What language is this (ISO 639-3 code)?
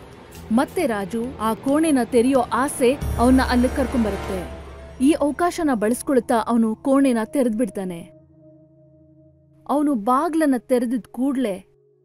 kan